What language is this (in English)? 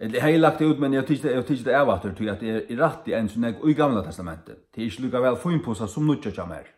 Faroese